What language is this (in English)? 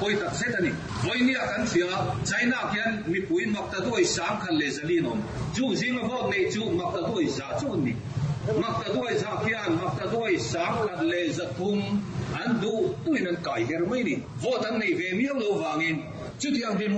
Mizo